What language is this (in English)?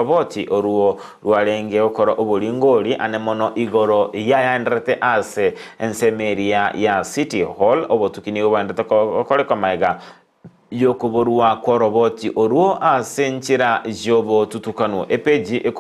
Gusii